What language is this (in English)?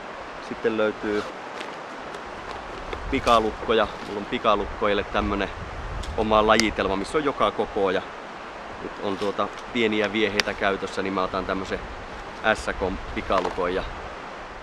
Finnish